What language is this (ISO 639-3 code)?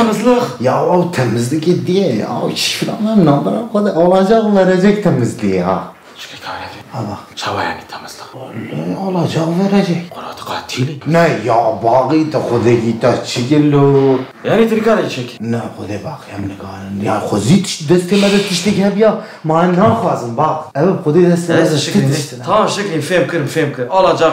kur